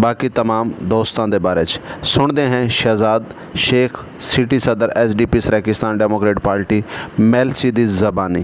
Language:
Saraiki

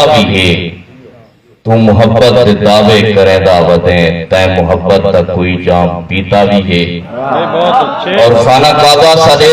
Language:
Saraiki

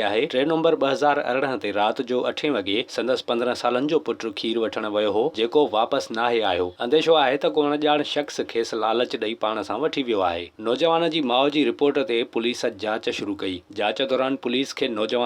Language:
Sindhi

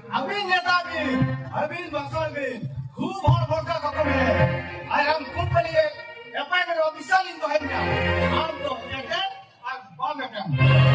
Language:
Santali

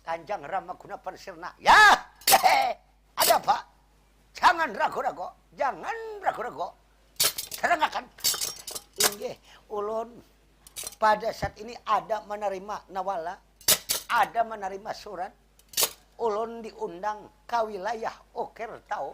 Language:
Banjar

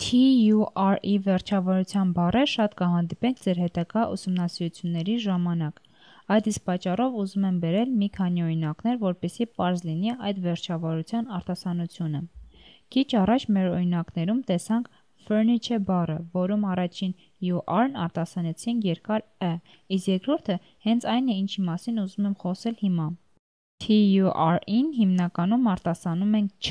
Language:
Armenian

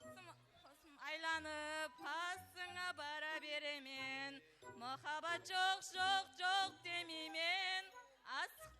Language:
Kara-Kalpak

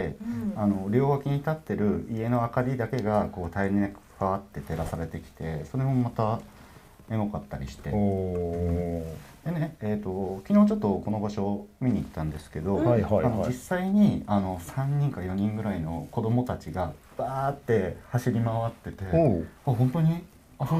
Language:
Japanese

